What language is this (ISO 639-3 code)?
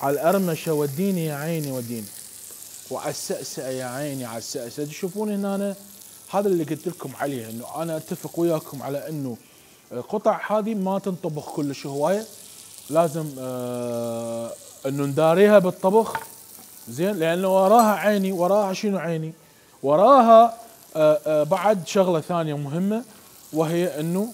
acm